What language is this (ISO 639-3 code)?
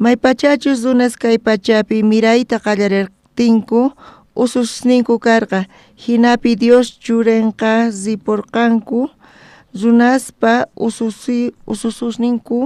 quh